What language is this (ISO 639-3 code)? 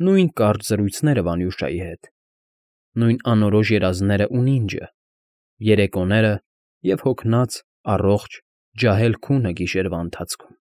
hye